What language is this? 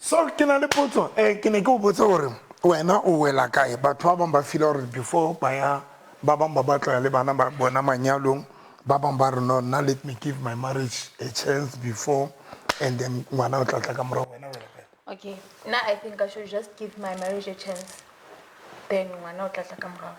Southern Sotho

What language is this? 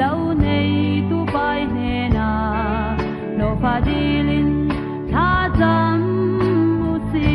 Falam Chin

